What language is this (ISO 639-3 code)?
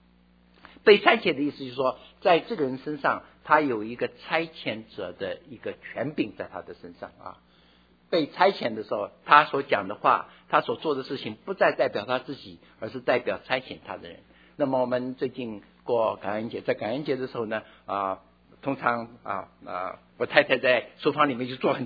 zho